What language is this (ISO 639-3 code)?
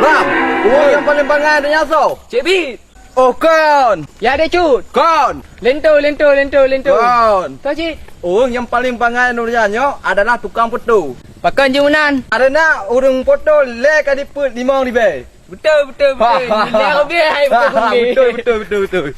ace